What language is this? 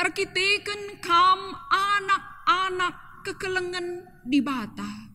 Batak Karo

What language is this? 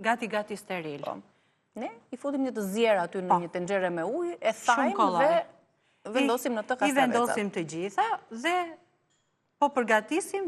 Albanian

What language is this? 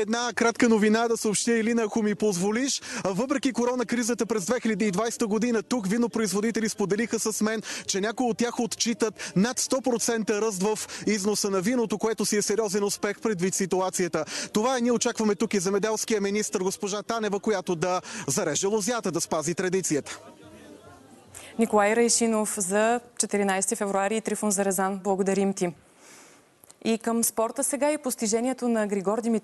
Bulgarian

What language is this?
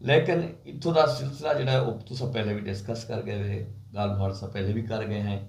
Saraiki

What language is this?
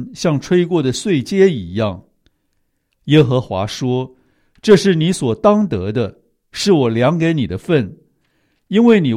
Chinese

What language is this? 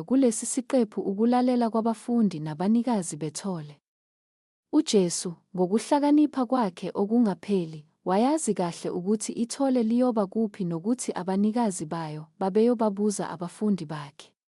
Zulu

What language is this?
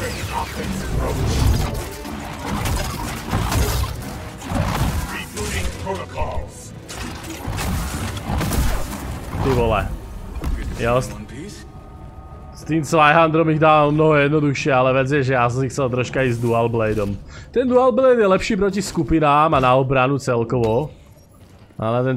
Slovak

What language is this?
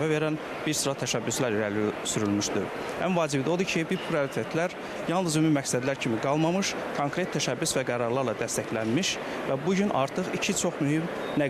Azerbaijani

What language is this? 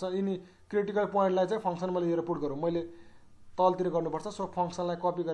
Nepali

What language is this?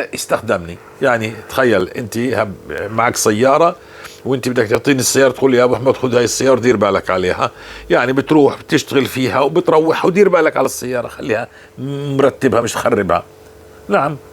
North Levantine Arabic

